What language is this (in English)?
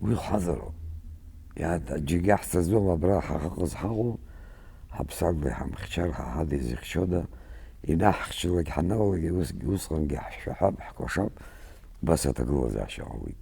Abkhazian